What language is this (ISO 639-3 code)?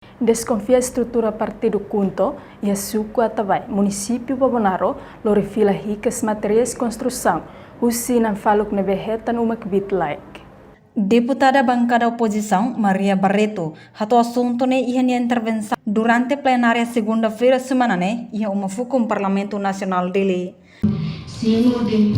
tet